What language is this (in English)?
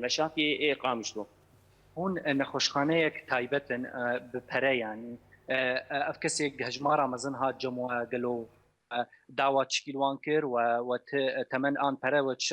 Kurdish